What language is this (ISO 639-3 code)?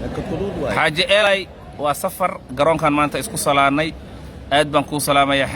som